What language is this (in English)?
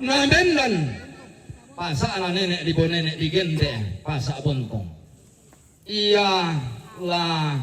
Toraja-Sa'dan